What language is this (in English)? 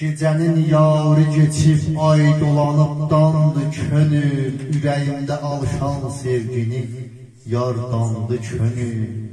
South Azerbaijani